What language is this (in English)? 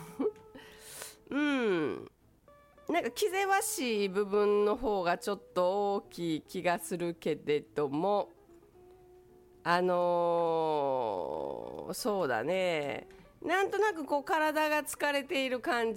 Japanese